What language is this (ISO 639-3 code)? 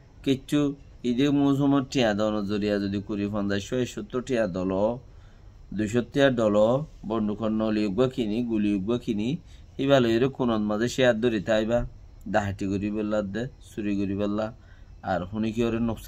rhg